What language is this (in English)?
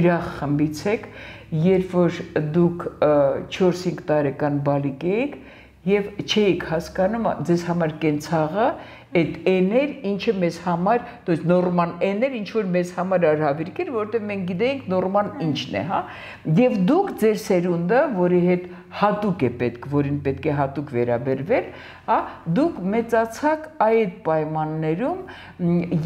Armenian